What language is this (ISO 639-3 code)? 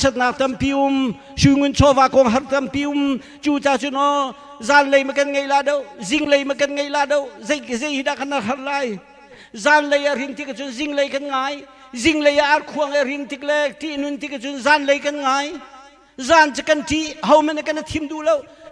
cnh